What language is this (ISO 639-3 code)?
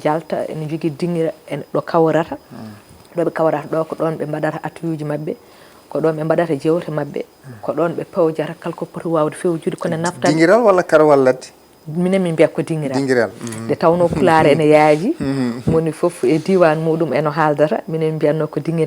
ful